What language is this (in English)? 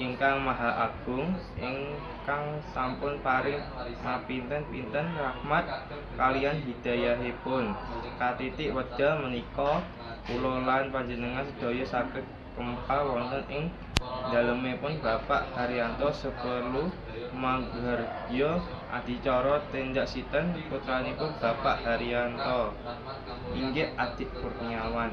Javanese